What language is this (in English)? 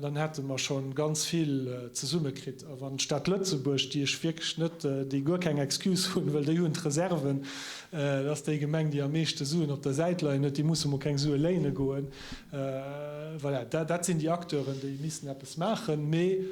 Luxembourgish